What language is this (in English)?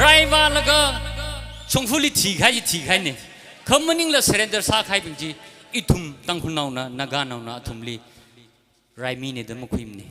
Tangkhul Naga (India)